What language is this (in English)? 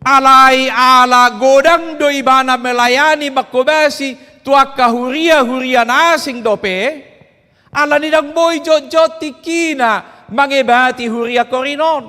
Batak Toba